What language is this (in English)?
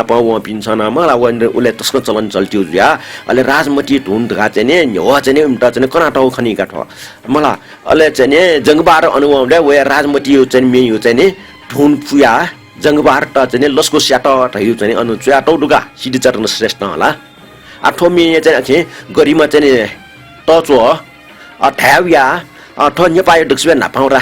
Newari